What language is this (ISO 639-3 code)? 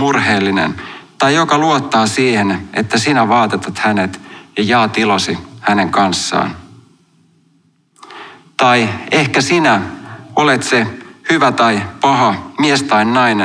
fin